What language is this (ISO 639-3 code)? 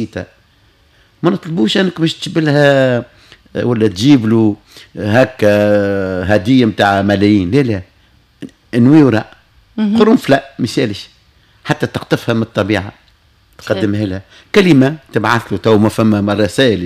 aeb